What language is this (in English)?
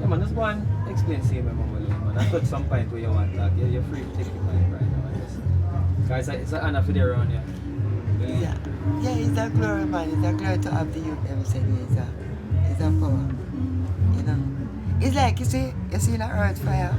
Jamaican Creole English